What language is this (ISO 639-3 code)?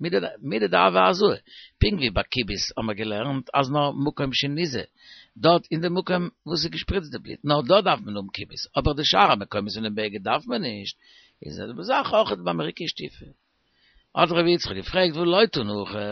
yid